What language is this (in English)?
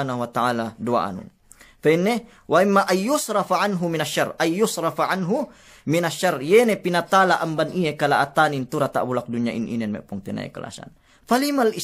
Yakan